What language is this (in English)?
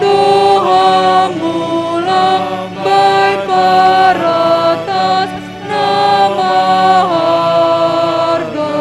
Batak Simalungun